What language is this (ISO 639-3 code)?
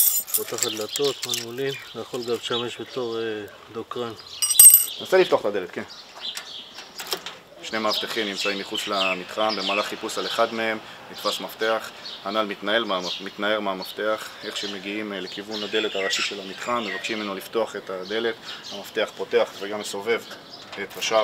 heb